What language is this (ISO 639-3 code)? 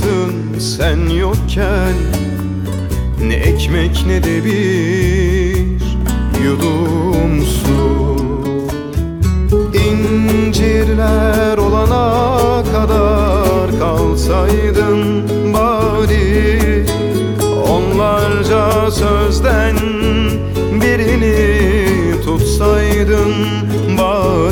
tur